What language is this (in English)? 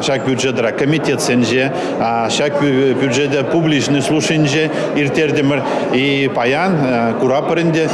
Chuvash